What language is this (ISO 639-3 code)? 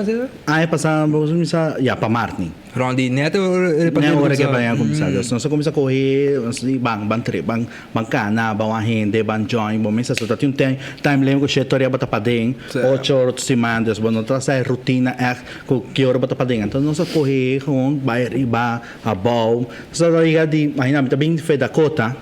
pap